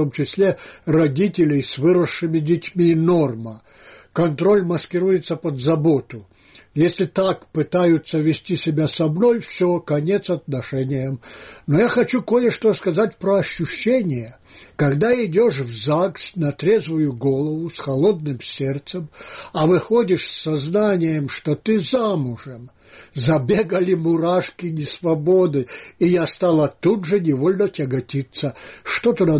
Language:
Russian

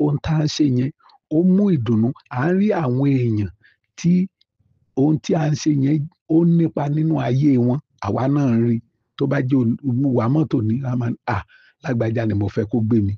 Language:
Yoruba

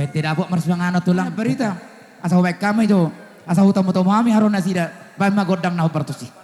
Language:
Batak Simalungun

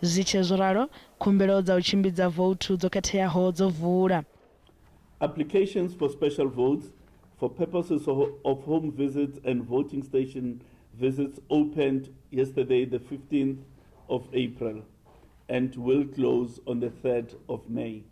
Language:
Venda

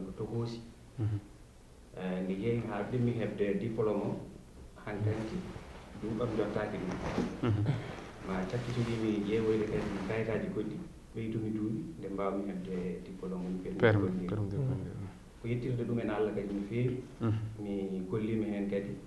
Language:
Fula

